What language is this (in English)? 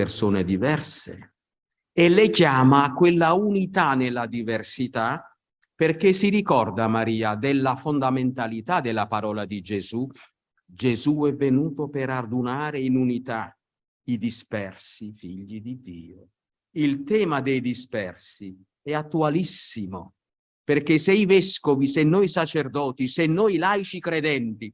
Italian